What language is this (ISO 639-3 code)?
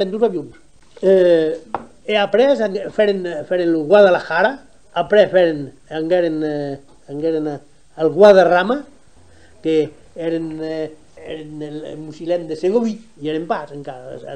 oci